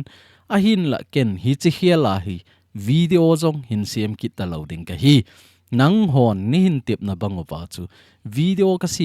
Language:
Thado Chin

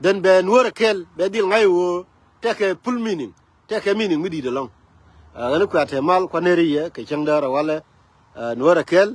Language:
Nuer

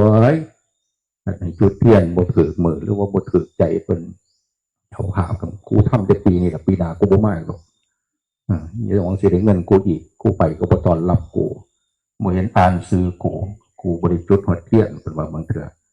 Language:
Northeastern Thai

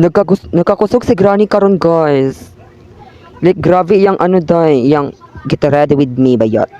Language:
Cebuano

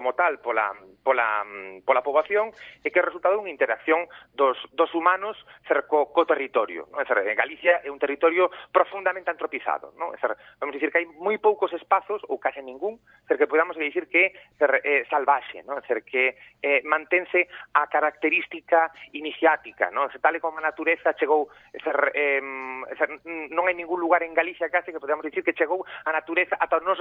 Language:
Galician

